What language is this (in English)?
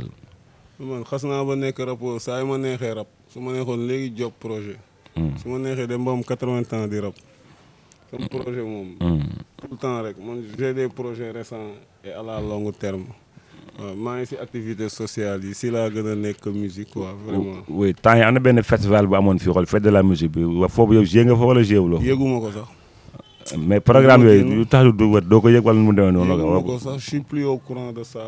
Wolof